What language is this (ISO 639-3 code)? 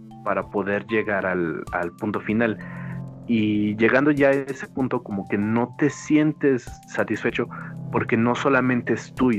spa